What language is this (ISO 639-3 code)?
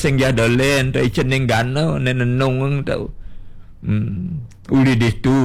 ban